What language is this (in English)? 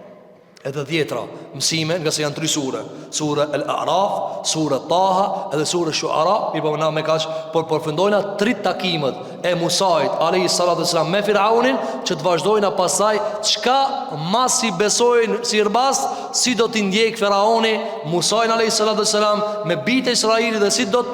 Albanian